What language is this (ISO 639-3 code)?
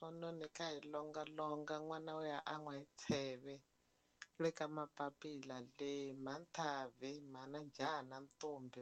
tso